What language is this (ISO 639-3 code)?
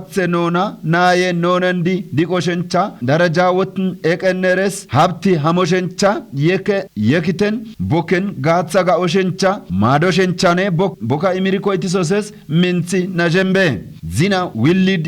kbr